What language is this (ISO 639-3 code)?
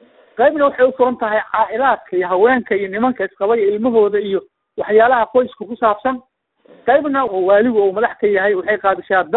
som